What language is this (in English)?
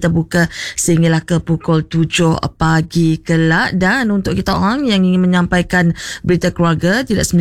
Malay